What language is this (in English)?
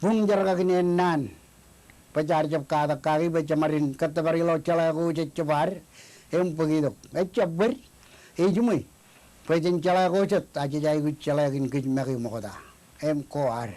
Marshallese